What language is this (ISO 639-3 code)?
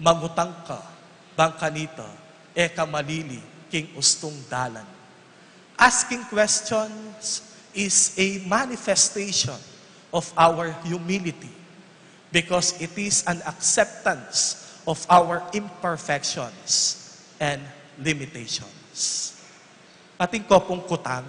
pam